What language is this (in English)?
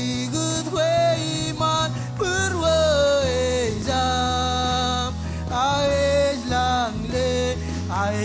Marshallese